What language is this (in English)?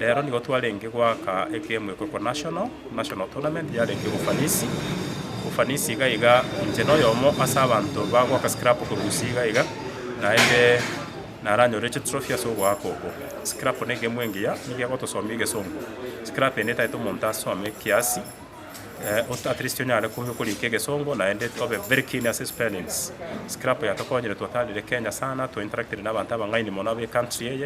Gusii